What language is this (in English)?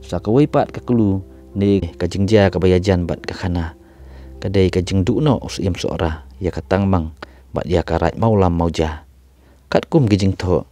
Khasi